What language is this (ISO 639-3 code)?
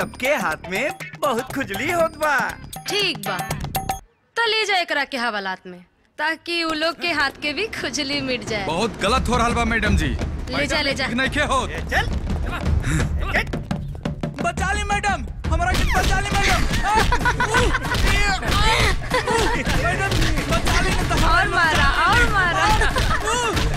bho